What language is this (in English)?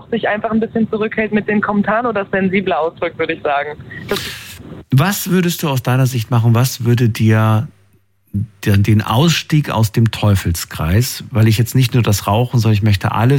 German